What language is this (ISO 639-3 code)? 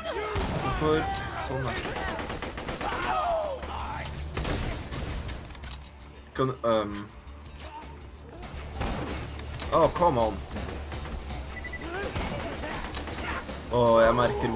nor